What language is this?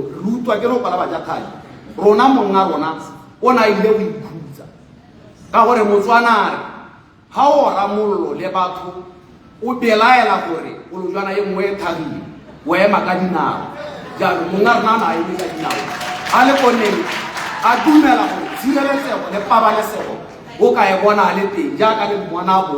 Tswana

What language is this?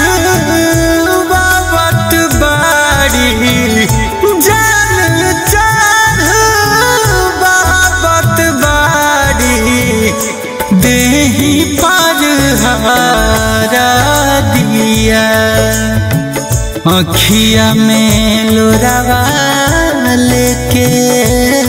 Bhojpuri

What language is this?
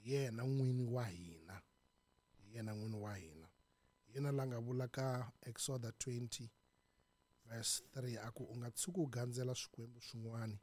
Tsonga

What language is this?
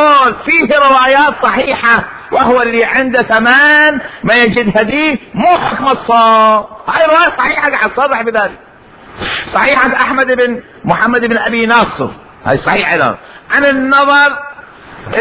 Mesopotamian Arabic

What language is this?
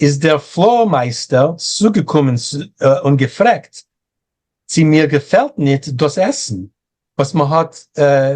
Yiddish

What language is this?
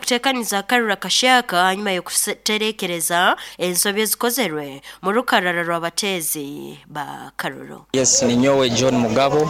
Nyoro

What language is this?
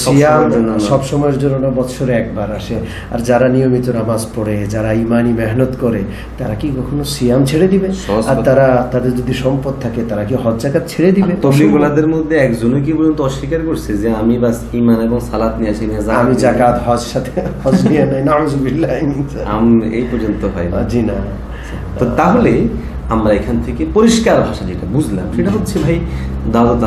Bangla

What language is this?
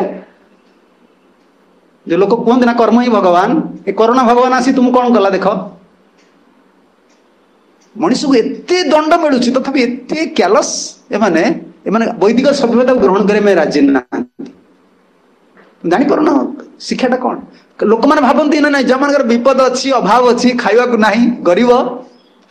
Odia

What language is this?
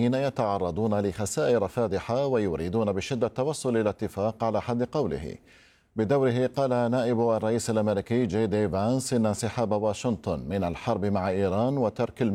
Arabic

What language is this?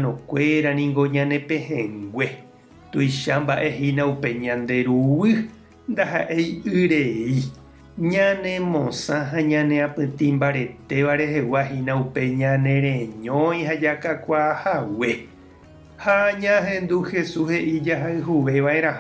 Guarani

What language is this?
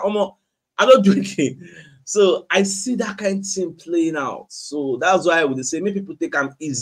Nigerian Pidgin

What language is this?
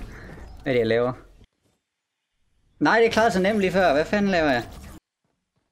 Danish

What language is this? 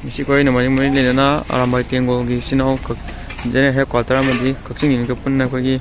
Manipuri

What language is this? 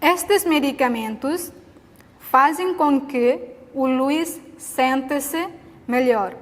Tetum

